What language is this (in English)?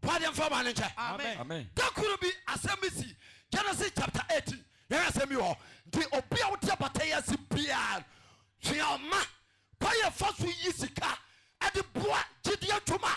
Akan